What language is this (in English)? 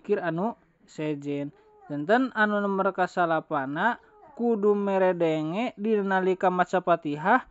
Sundanese